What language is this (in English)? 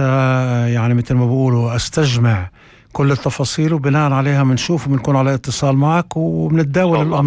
North Levantine Arabic